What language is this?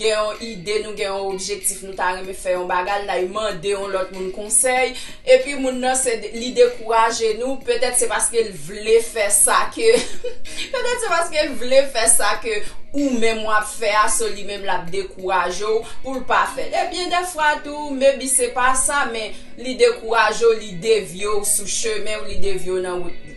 Haitian Creole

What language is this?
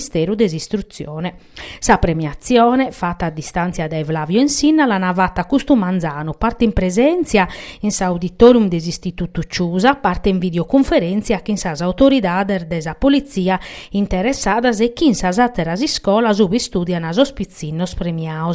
Sardinian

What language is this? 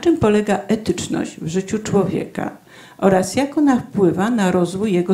Polish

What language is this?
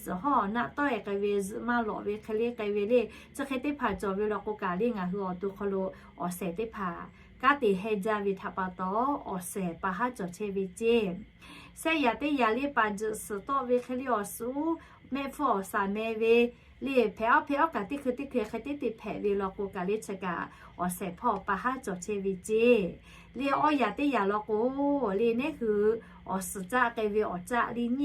Lahu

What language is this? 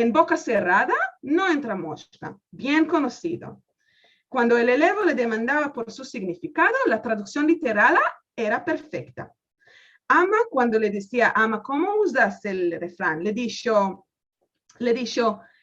Ladino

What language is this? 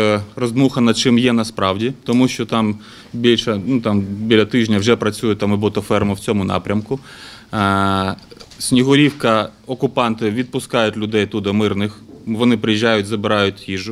Ukrainian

